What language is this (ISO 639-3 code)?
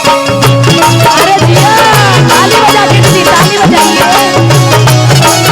mag